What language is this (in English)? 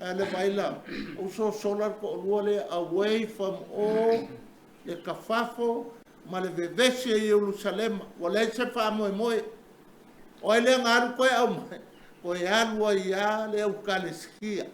Samoan